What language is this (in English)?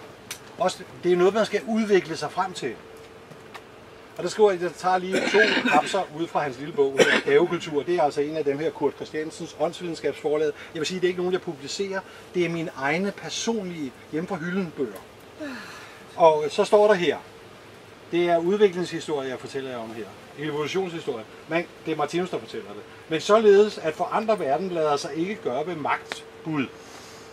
Danish